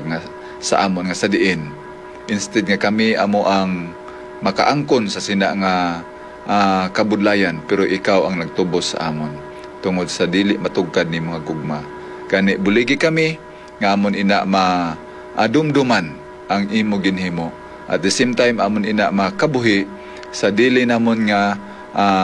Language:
Hiligaynon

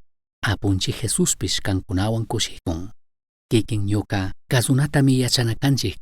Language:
Chimborazo Highland Quichua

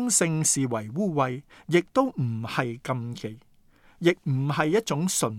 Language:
Cantonese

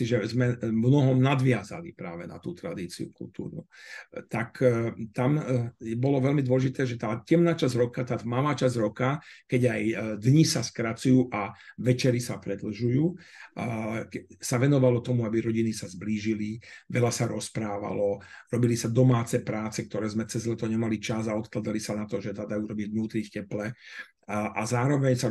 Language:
Slovak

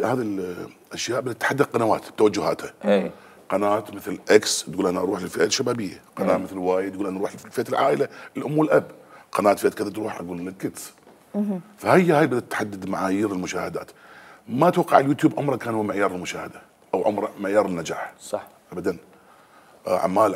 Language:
Mesopotamian Arabic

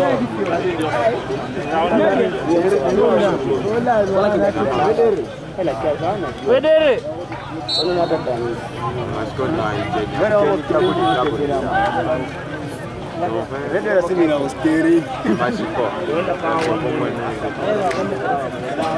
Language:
Swahili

